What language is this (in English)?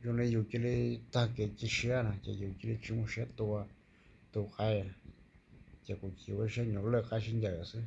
Hmong